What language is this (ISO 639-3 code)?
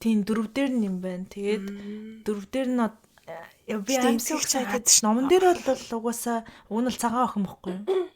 mon